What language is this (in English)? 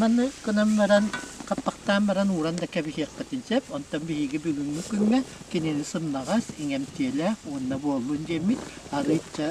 Yakut